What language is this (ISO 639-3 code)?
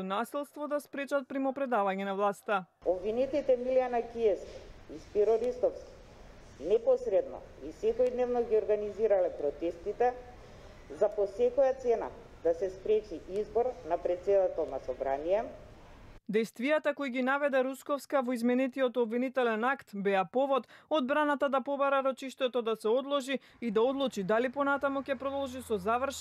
mkd